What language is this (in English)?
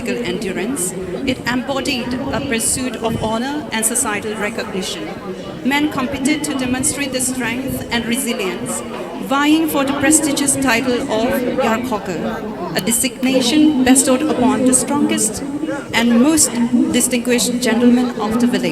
Tangkhul Naga (India)